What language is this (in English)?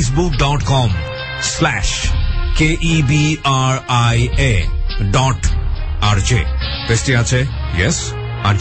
Bangla